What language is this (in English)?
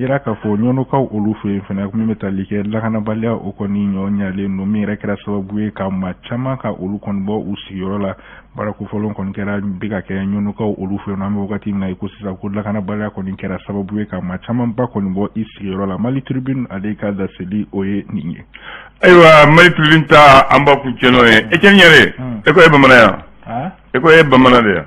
Bambara